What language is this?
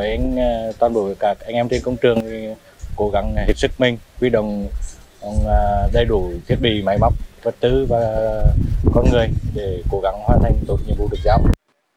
Vietnamese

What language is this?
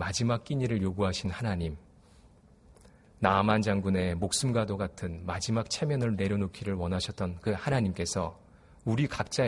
Korean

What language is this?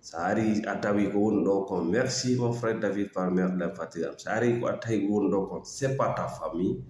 Fula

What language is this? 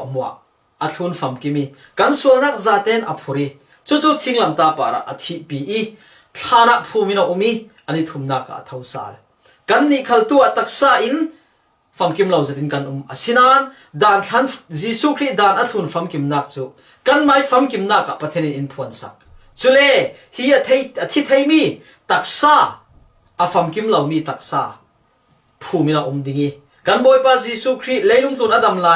Falam Chin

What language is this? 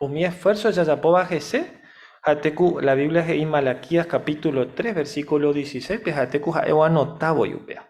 Guarani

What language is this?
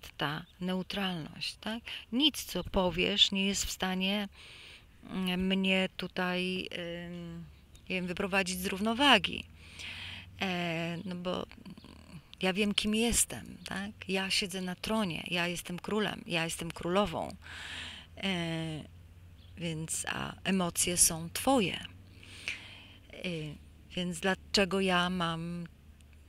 Polish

